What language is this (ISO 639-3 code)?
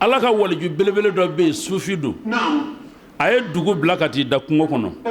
bam